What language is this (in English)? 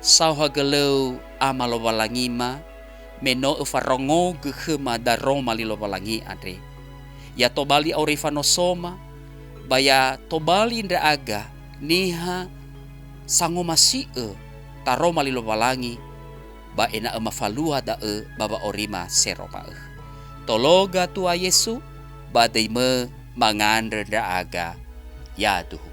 Nias